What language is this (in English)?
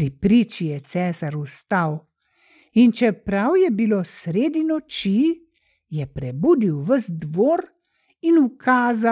Slovenian